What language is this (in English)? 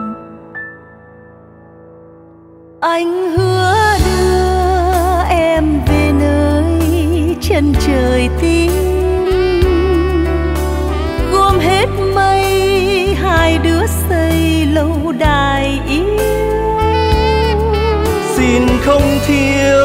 Vietnamese